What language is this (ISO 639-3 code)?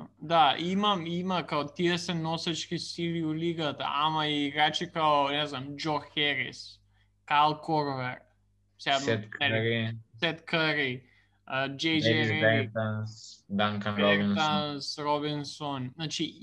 mkd